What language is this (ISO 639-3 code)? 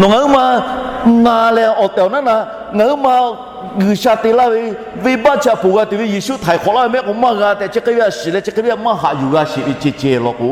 lhu